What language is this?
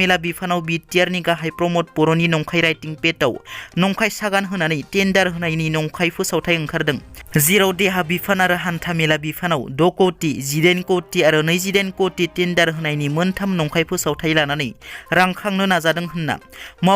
Bodo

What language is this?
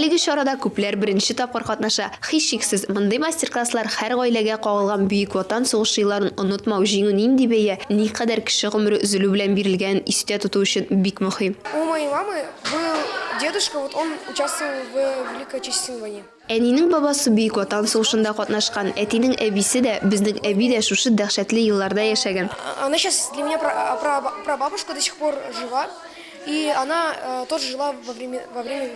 Tatar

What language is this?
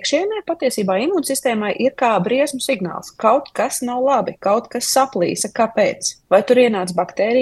Latvian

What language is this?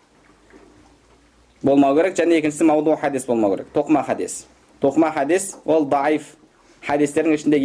Kazakh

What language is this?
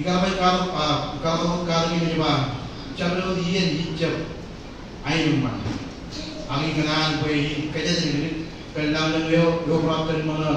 Marshallese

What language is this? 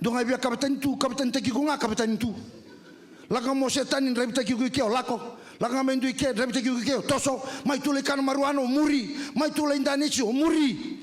Fijian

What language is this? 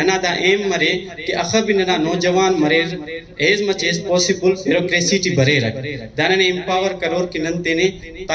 Brahui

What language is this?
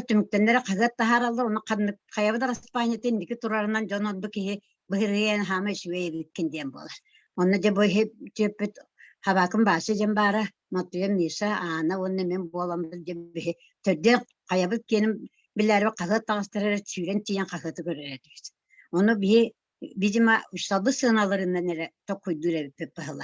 Yakut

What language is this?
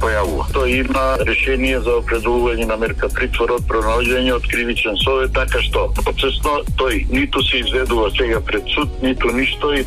Macedonian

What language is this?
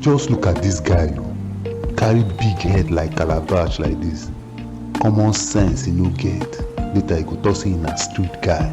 Nigerian Pidgin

